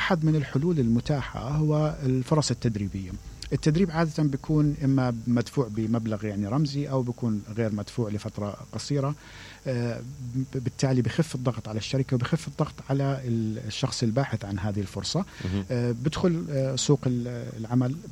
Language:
Mesopotamian Arabic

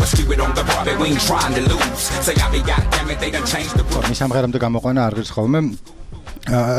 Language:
Georgian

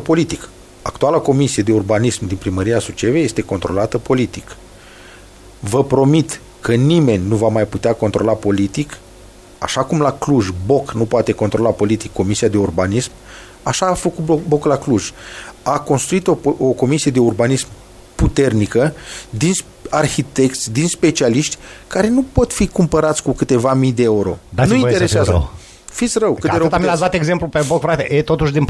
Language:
Romanian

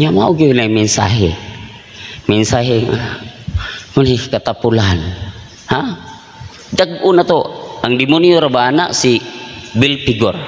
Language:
Cebuano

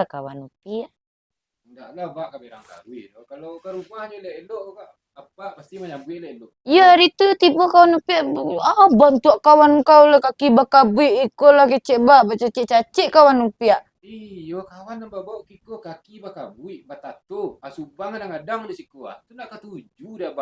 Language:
Minangkabau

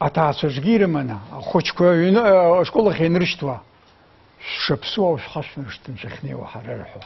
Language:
Abkhazian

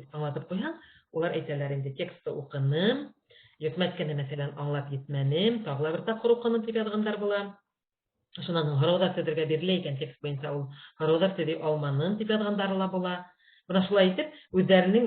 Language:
Bashkir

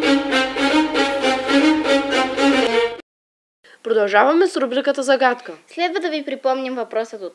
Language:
Bulgarian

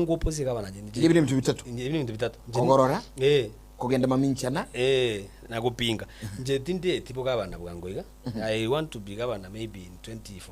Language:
Gusii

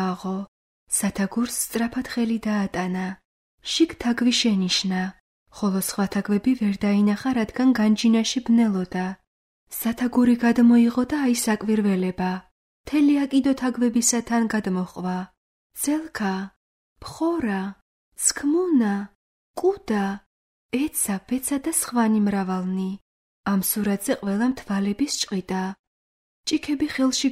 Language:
Georgian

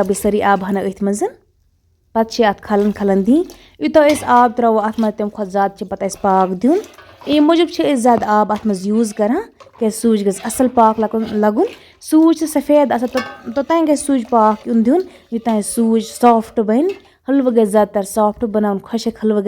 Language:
Kashmiri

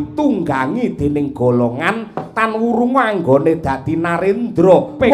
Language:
Javanese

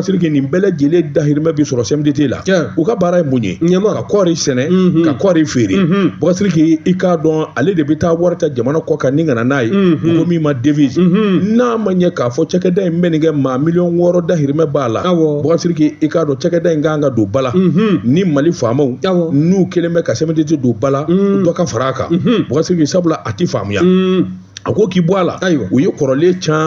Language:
Bambara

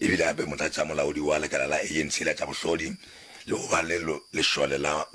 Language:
Northern Sotho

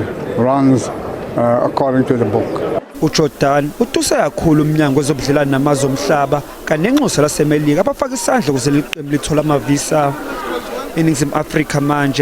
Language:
Zulu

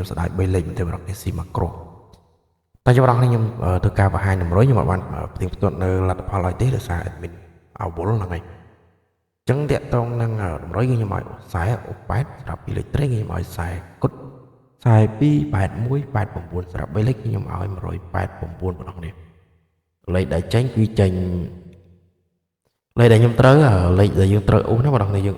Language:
Khmer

